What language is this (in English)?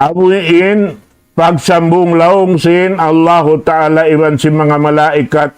Tausug